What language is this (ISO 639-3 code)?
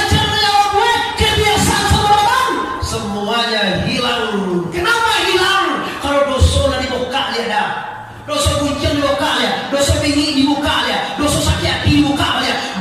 min